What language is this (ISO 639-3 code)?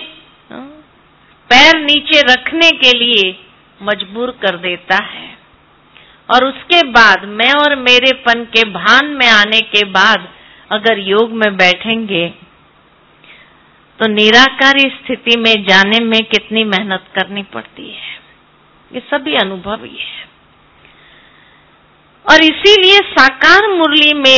hin